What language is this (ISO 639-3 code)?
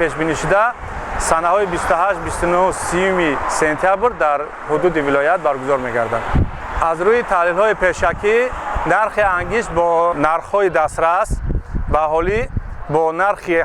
tgk